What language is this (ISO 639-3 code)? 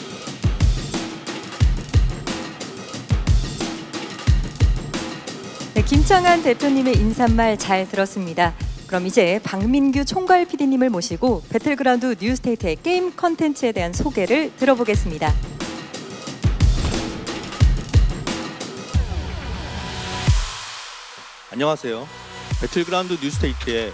kor